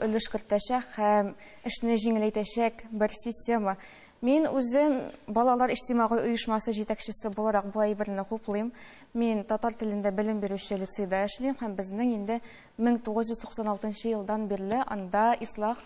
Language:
Tatar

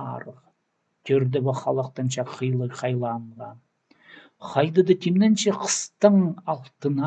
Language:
Khakas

